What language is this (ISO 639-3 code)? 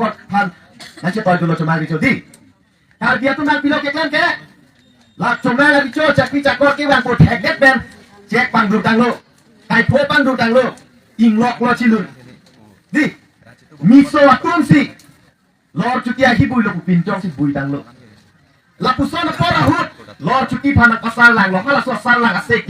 mjw